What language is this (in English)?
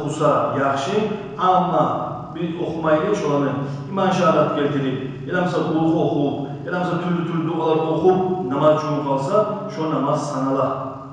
Kumyk